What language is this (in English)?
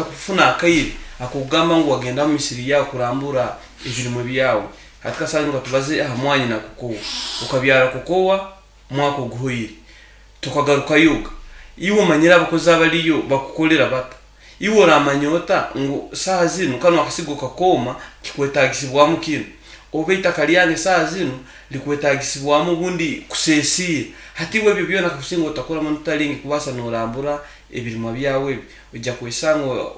Nyoro